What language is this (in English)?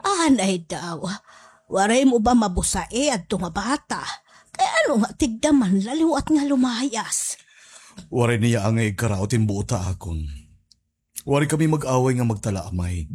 Waray